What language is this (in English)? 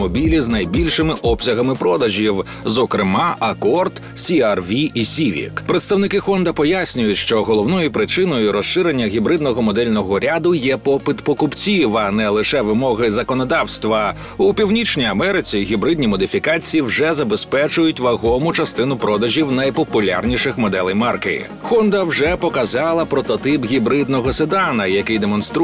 Ukrainian